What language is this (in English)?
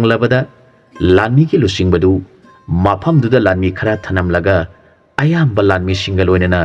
Manipuri